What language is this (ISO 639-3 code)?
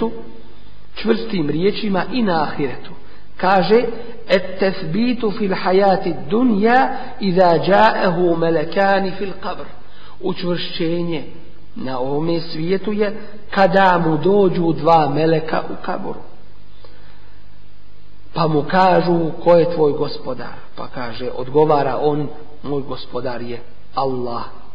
bos